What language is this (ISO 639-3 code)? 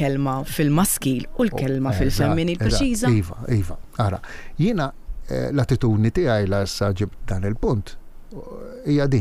mlt